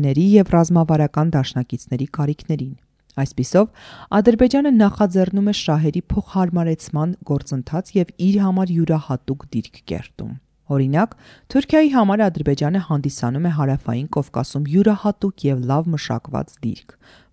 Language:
Armenian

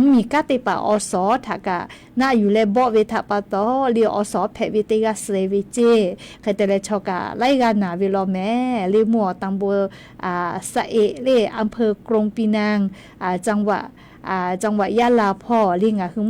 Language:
Lahu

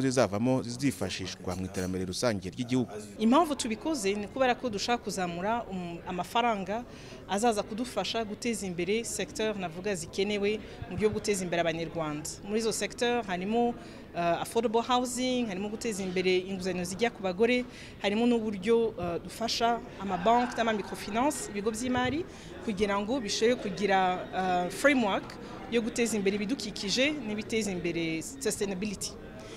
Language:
Kinyarwanda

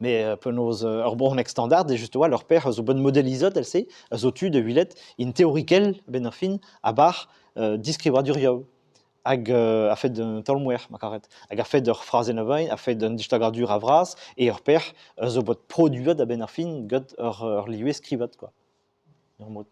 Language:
Breton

